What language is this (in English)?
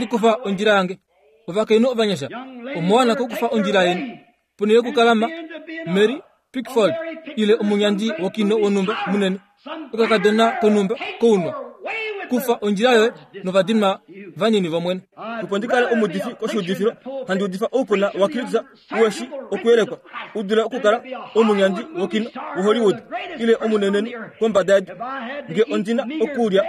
Kuanyama